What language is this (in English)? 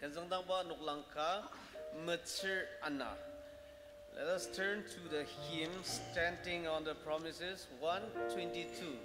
Ao Naga